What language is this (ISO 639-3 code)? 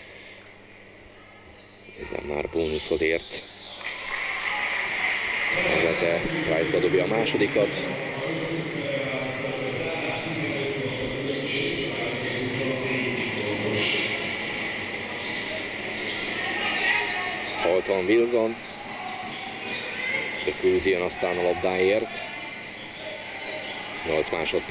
hun